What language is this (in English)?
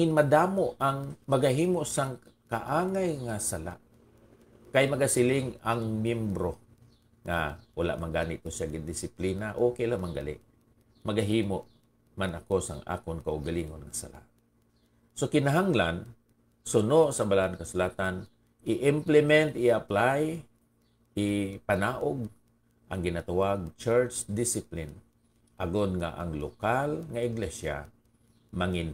Hiligaynon